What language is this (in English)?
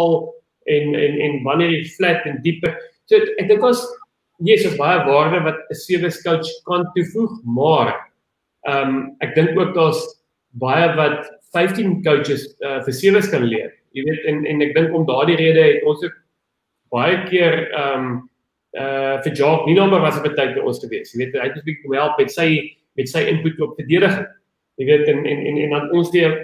Afrikaans